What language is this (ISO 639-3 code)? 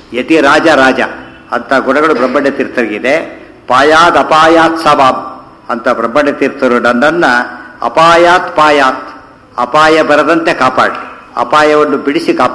kan